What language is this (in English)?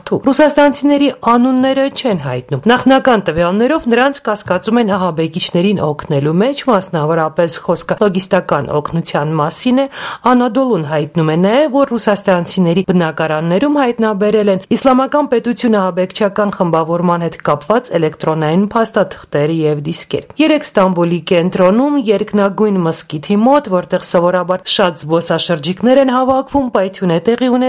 Armenian